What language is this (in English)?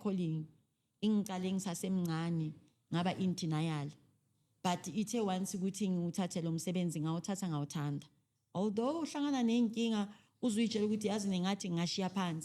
Zulu